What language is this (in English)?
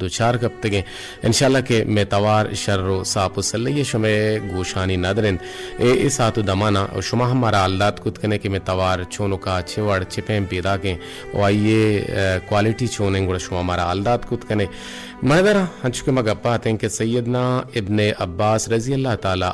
Eastern Balochi